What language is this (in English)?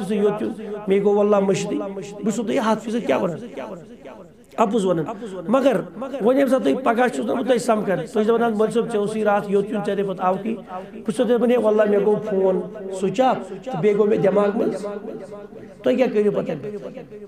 Kashmiri